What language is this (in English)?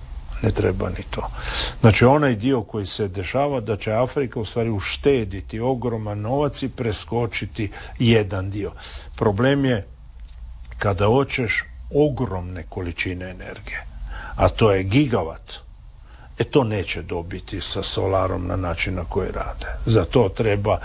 Croatian